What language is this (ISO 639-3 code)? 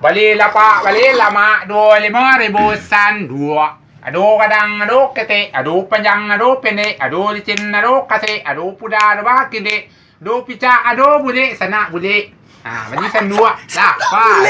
min